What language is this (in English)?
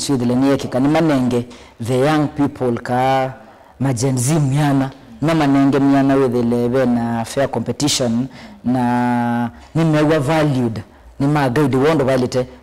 Kamba